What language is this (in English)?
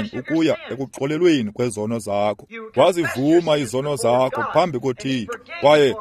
Xhosa